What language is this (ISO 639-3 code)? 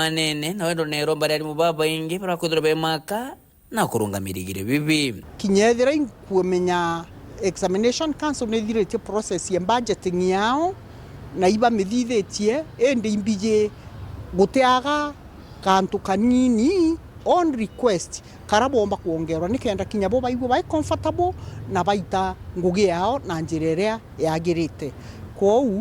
mer